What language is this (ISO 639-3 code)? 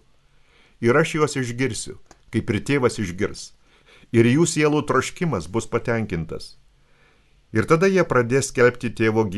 lit